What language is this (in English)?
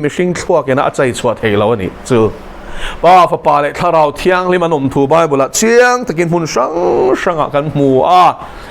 Mizo